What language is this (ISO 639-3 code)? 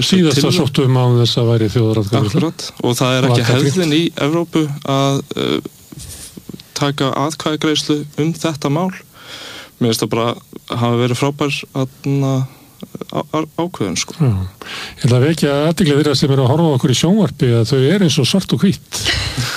isl